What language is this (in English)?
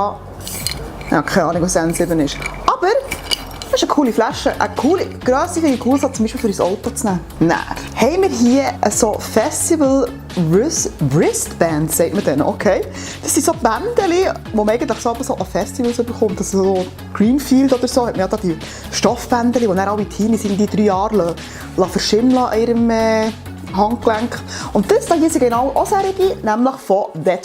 Swiss German